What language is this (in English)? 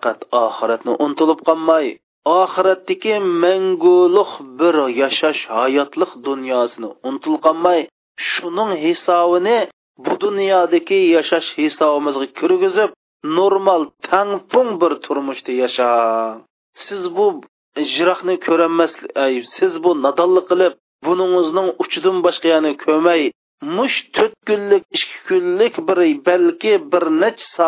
Uyghur